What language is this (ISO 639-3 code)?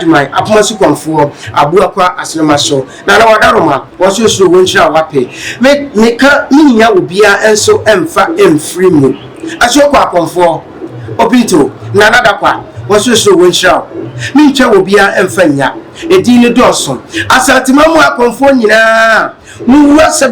aka